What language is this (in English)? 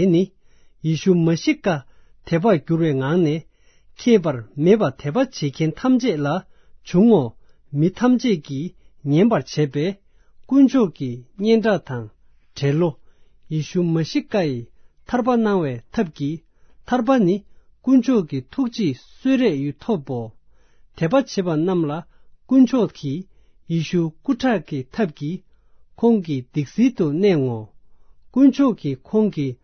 Tibetan